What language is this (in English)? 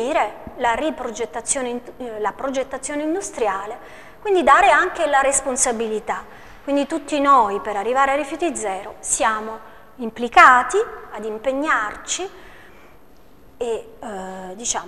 Italian